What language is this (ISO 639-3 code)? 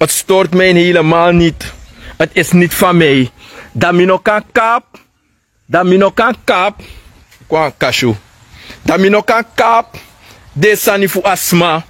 srn